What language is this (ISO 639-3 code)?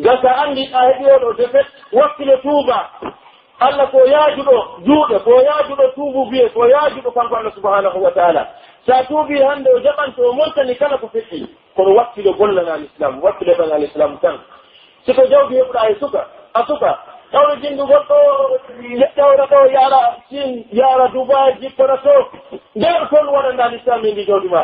fuf